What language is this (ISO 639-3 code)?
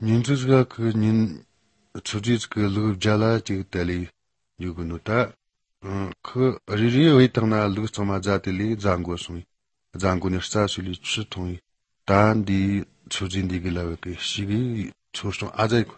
lav